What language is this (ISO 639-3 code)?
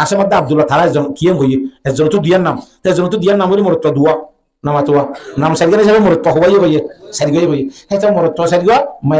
rhg